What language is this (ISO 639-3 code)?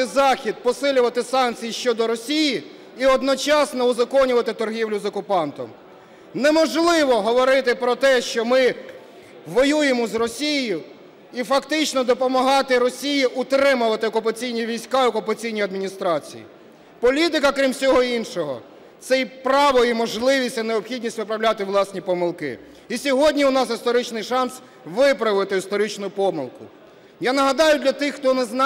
ukr